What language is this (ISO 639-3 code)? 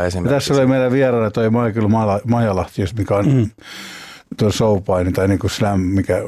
fin